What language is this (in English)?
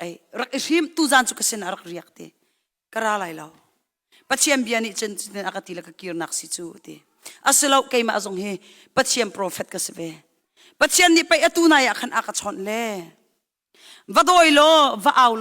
Hakha Chin